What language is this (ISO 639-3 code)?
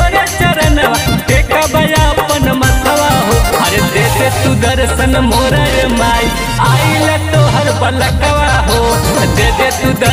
mag